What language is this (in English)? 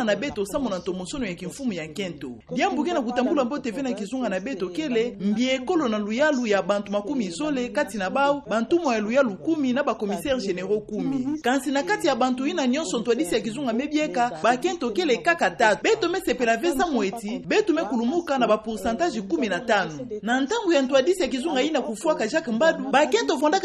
Kituba (Democratic Republic of Congo)